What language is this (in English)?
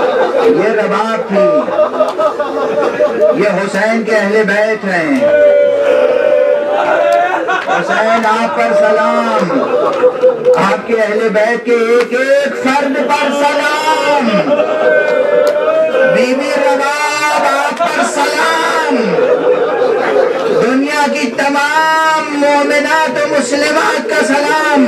Urdu